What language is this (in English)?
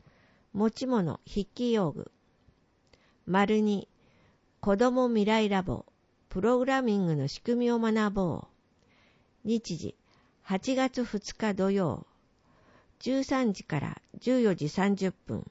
Japanese